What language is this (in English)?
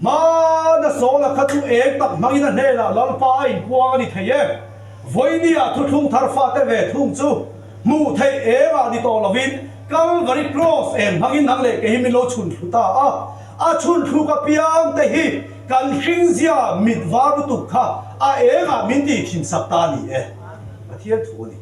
Mizo